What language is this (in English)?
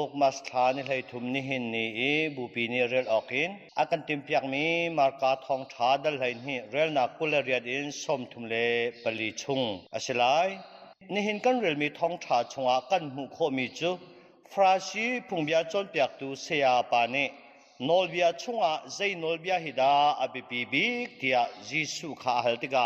Hakha Chin